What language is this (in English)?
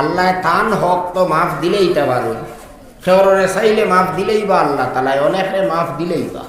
Sylheti